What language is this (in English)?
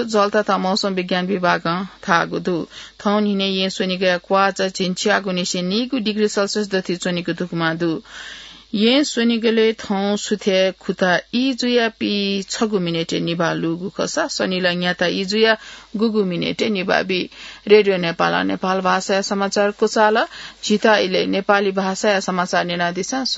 Newari